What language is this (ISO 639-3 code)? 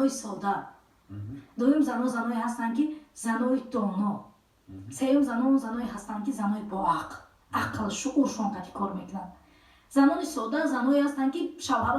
tgk